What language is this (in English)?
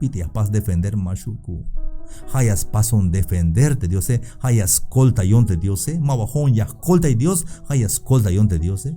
Tzeltal